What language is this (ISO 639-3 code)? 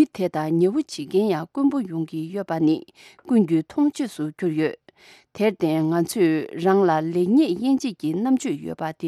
bod